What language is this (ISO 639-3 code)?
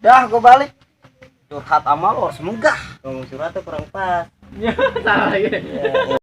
bew